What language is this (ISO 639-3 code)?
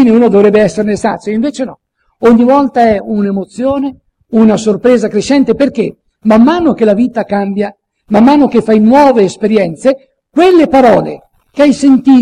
ita